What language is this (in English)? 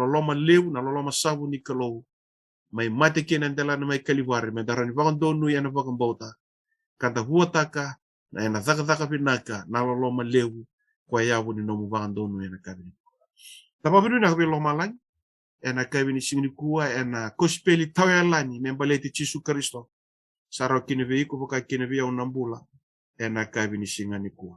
Fijian